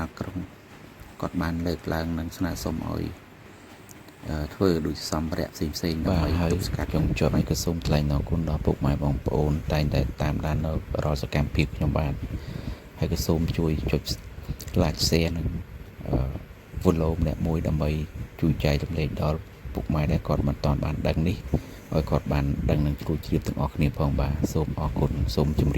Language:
Khmer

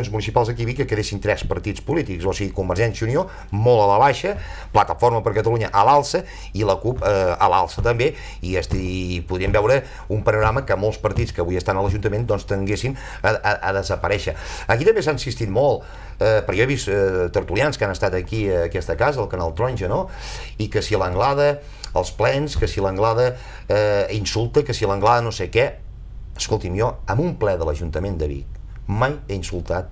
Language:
Catalan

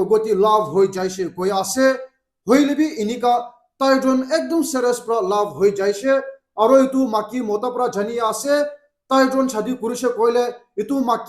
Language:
Naga Pidgin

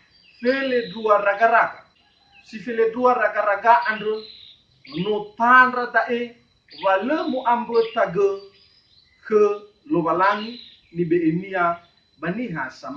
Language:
Nias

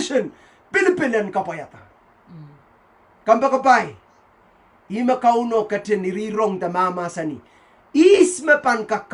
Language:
Pohnpeian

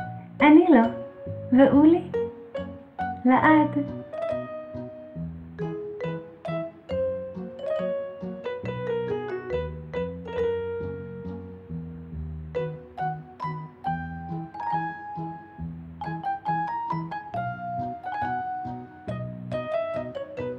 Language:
Hebrew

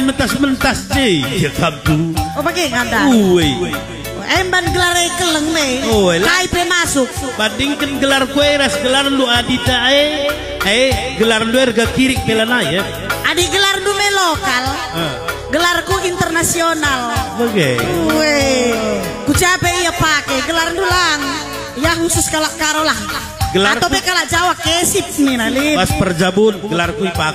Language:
Batak Karo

